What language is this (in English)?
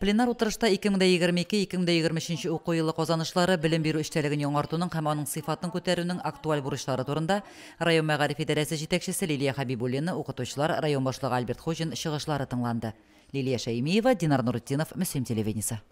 Tatar